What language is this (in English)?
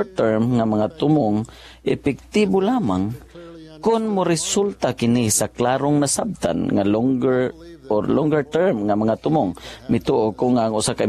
Cebuano